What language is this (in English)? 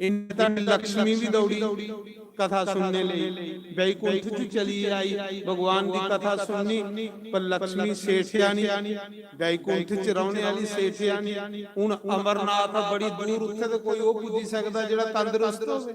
Dogri